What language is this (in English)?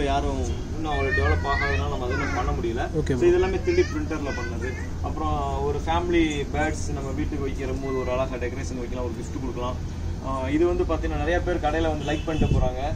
Tamil